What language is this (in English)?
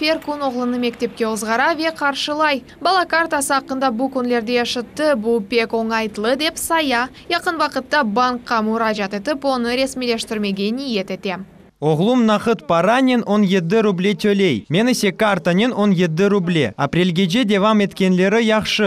Crimean Tatar